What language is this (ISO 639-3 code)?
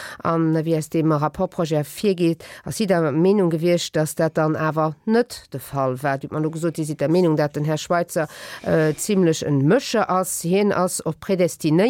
ltz